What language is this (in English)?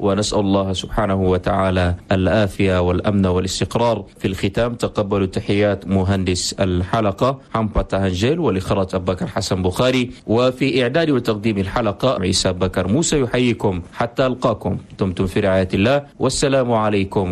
Chadian Arabic